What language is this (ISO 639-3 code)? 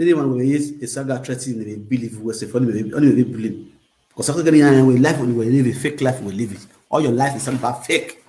pcm